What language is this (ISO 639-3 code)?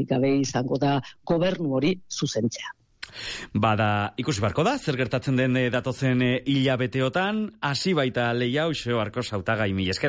eus